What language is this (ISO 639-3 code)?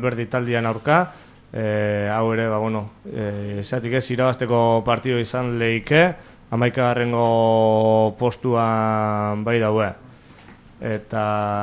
eus